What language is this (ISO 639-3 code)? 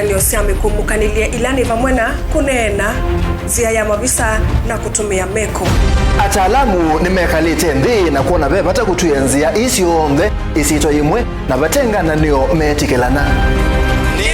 kam